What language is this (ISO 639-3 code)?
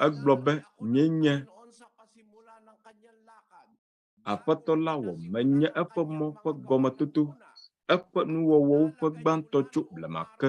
ewe